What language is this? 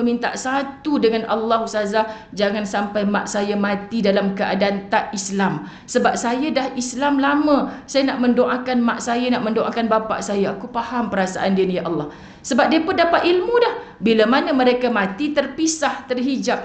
Malay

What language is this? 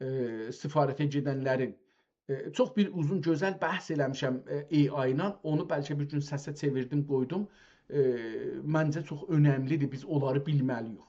South Azerbaijani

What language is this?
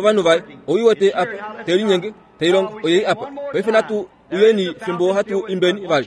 Kuanyama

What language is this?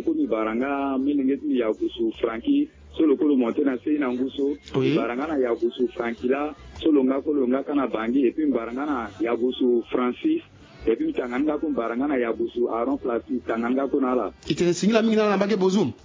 Sango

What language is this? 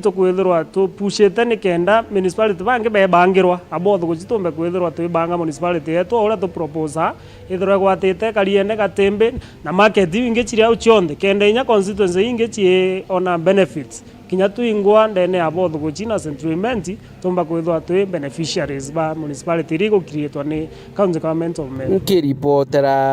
Meru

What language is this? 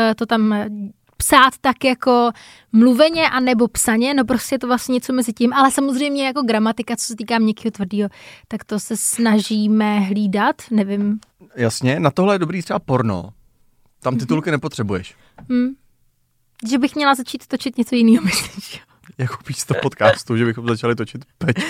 Czech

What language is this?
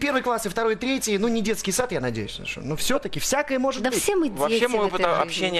Russian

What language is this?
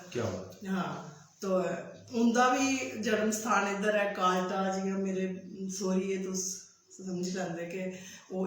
Dogri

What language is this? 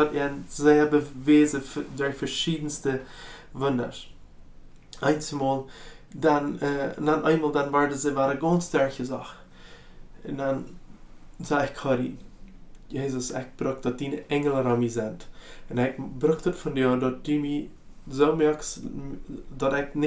Plautdietsch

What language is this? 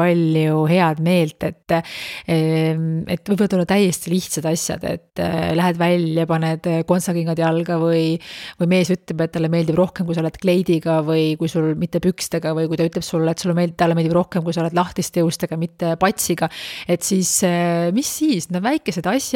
Estonian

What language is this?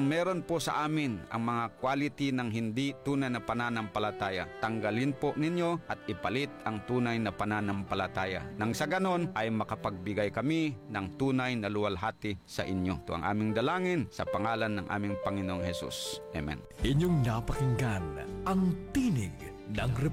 Filipino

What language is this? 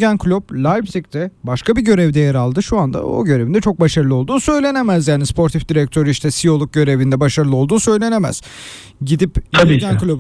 Turkish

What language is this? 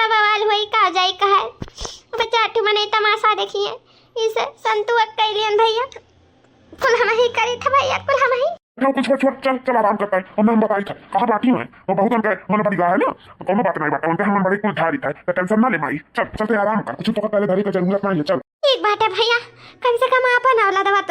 Awadhi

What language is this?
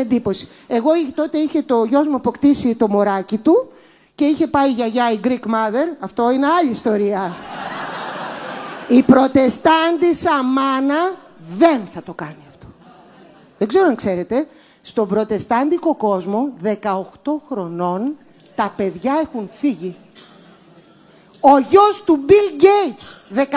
Greek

